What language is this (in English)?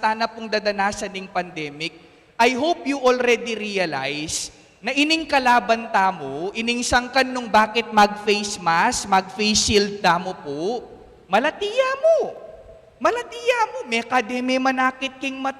Pampanga